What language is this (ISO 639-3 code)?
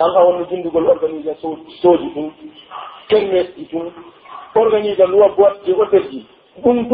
fuf